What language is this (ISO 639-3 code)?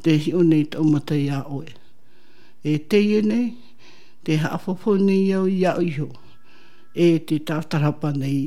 tah